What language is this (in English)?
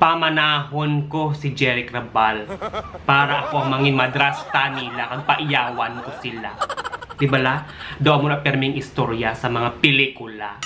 Hiligaynon